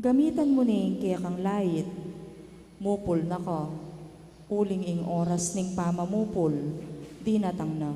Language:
Pampanga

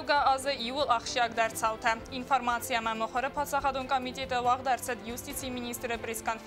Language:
Ossetic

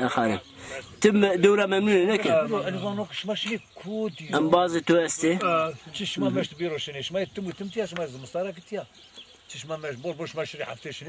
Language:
Zaza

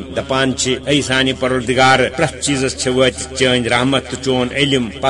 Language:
Kashmiri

